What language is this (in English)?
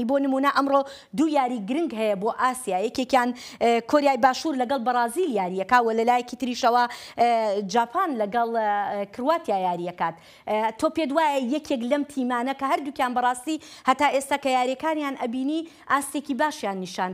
Central Kurdish